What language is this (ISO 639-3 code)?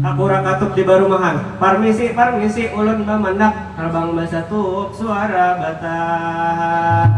bjn